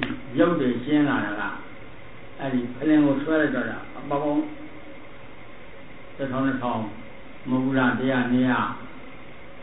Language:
Burmese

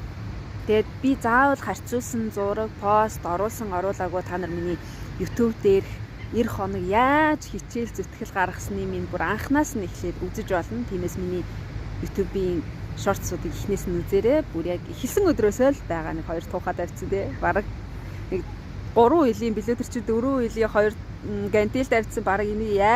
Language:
Mongolian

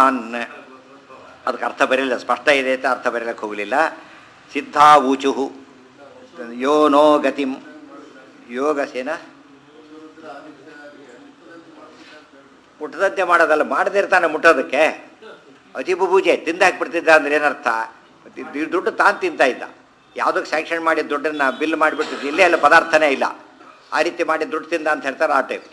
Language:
Kannada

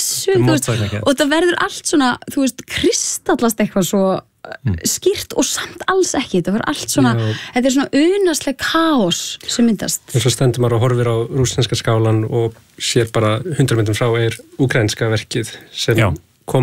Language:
Icelandic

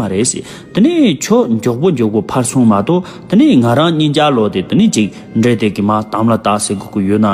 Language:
Tibetan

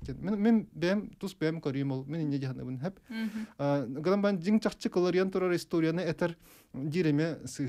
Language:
Yakut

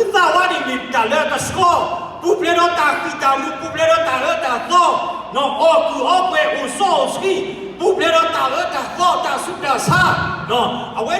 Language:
S'gaw Karen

